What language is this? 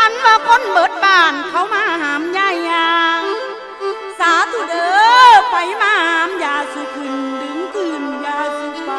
Northeastern Thai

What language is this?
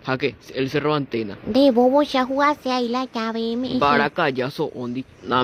Guarani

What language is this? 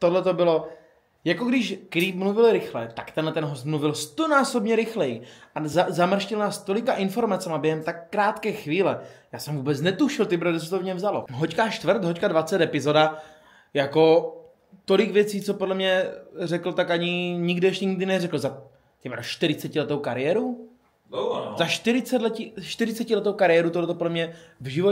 Czech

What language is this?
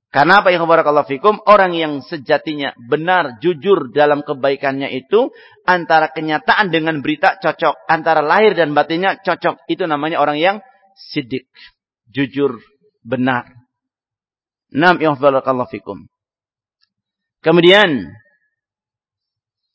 Indonesian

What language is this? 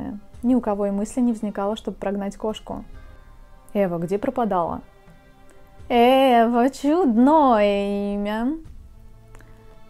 Russian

